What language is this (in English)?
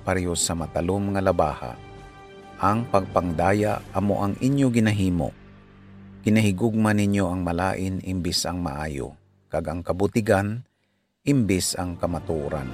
Hiligaynon